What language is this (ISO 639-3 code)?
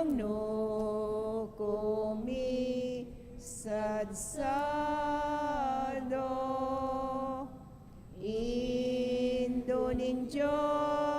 pam